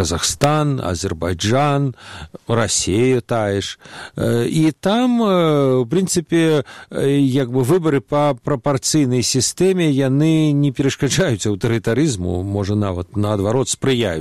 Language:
Belarusian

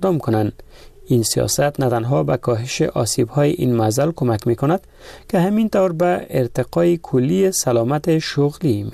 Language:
Persian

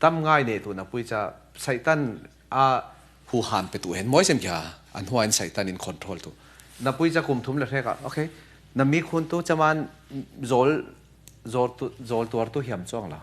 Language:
Falam Chin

